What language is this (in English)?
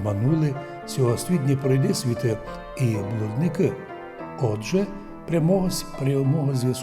Rusyn